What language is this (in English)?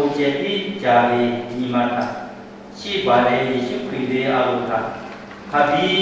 Lahu